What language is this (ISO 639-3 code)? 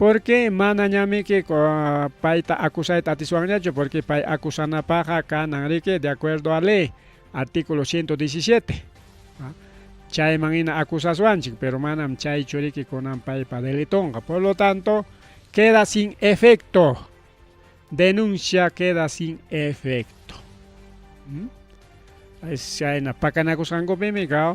quy